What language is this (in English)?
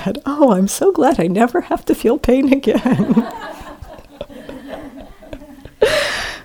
English